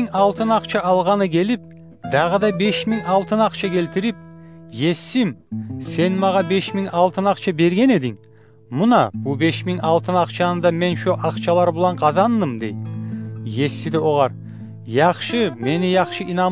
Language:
Kumyk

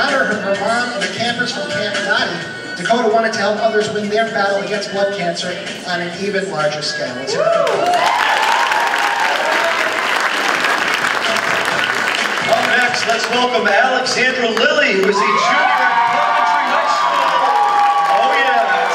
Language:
English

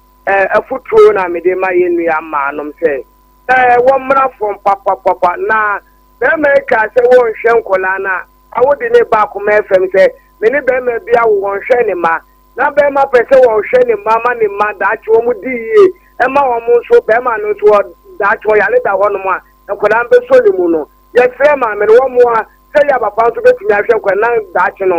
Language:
Akan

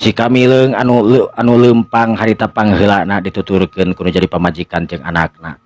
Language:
Sundanese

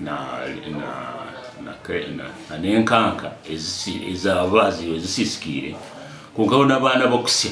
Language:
Nyankole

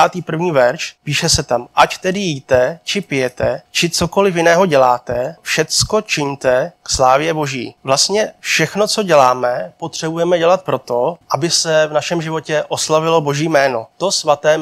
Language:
Czech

